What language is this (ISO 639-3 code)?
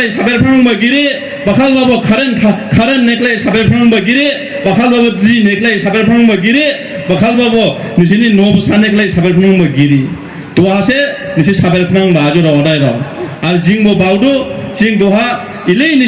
dis